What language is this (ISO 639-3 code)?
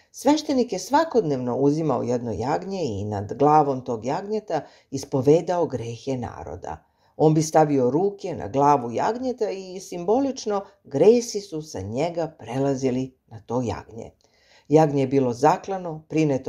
srp